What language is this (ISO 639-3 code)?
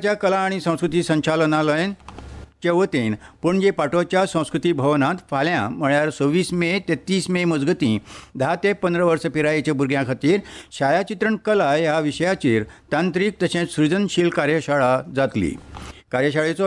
kok